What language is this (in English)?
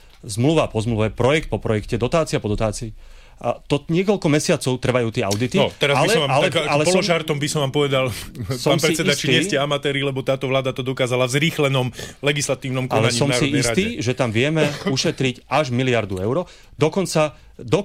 Slovak